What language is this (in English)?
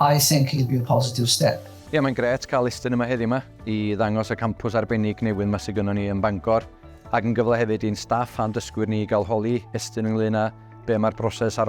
Welsh